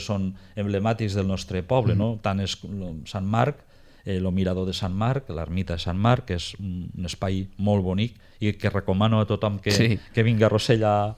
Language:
Catalan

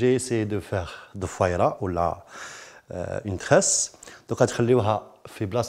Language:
Algerian Arabic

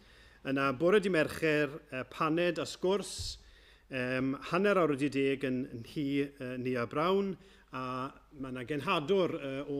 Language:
Welsh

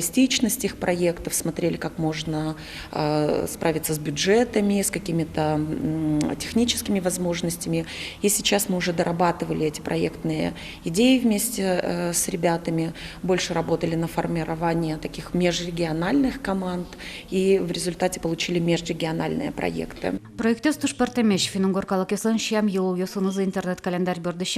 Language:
Udmurt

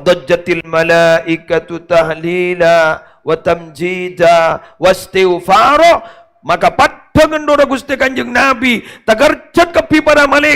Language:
Madurese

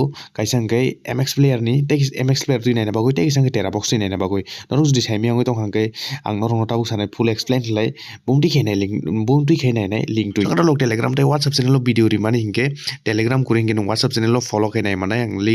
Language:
Kok Borok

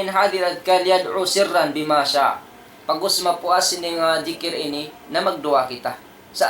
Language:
Tausug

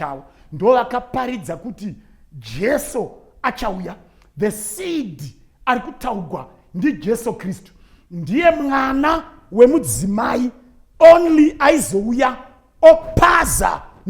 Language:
Shona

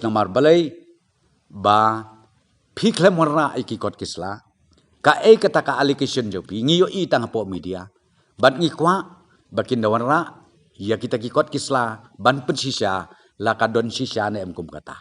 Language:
Khasi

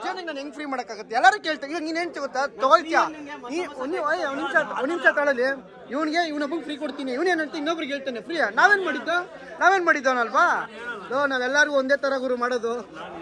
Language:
Kannada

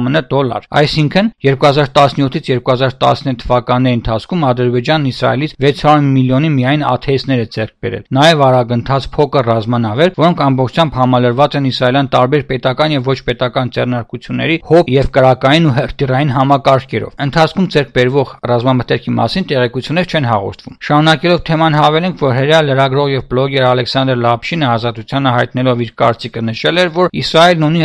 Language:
Armenian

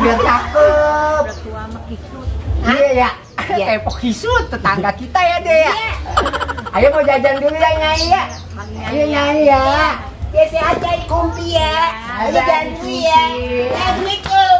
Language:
Betawi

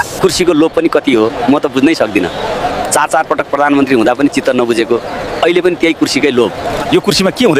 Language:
Nepali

